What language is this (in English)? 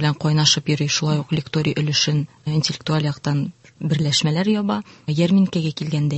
Tatar